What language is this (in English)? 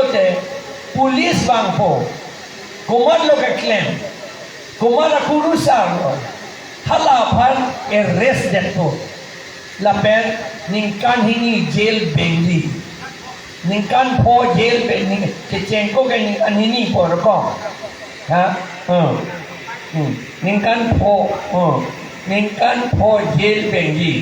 Karbi